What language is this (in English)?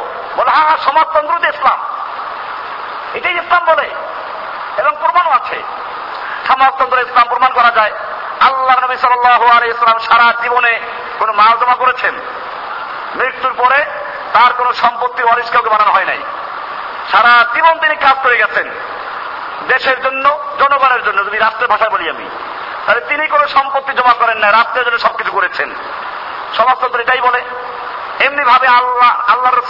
Bangla